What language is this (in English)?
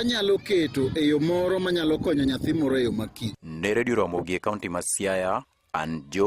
Luo (Kenya and Tanzania)